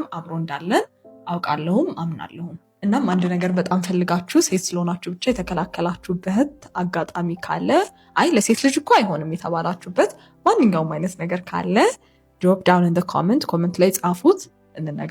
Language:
Amharic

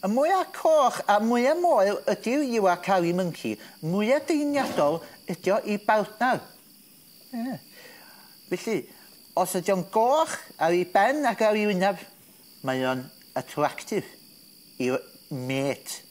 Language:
Welsh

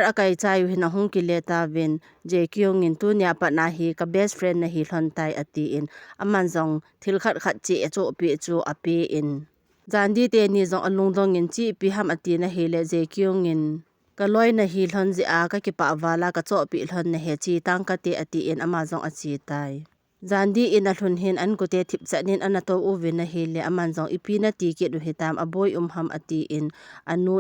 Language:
Thado Chin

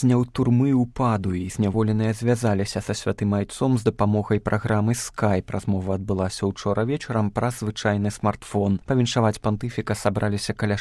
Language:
Belarusian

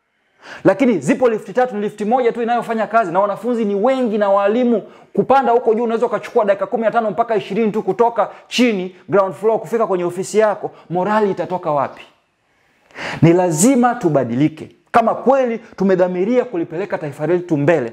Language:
Swahili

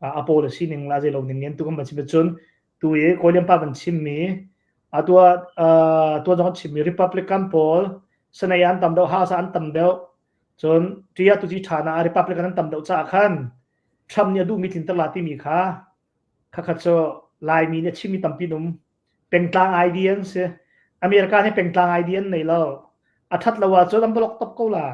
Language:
Hakha Chin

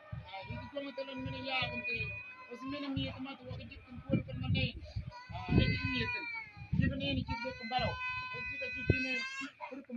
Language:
Mabaan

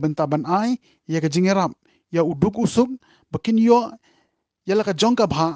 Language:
Khasi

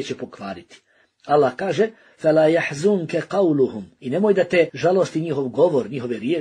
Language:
Bosnian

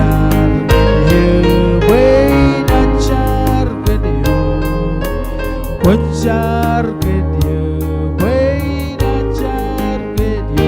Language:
Marshallese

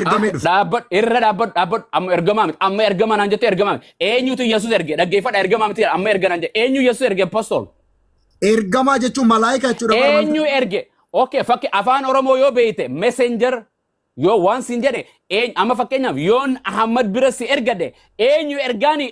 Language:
Oromo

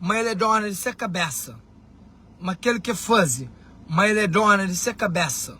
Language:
Kabuverdianu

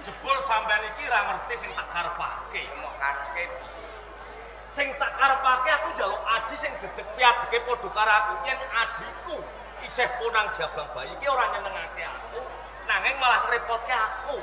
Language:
Javanese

